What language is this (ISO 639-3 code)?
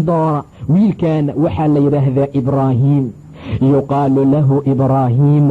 som